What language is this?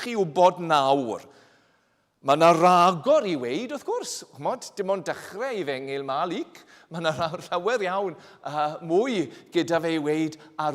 Welsh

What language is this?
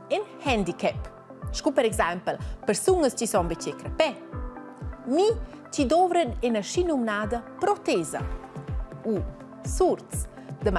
Romansh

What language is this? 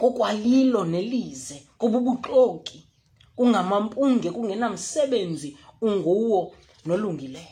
Xhosa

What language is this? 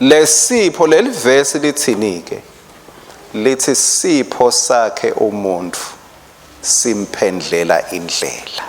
Swati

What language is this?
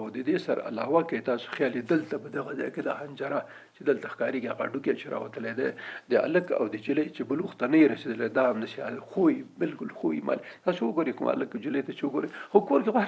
Pashto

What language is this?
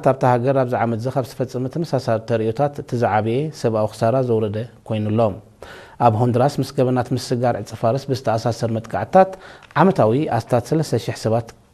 Tigrinya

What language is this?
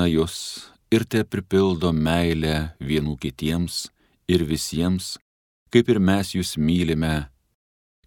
Lithuanian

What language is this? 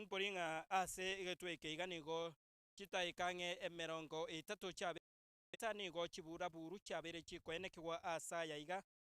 Gusii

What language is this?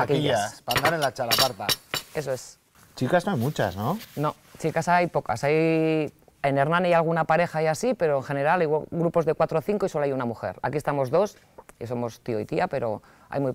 Spanish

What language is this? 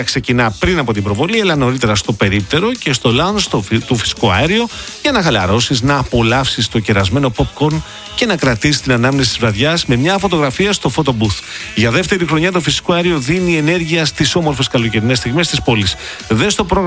Greek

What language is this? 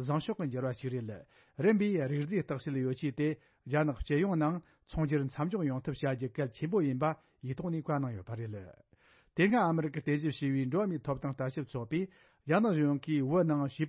Tibetan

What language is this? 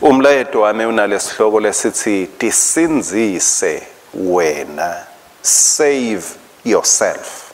Swati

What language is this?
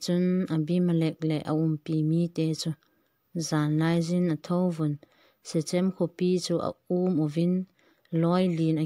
Thado Chin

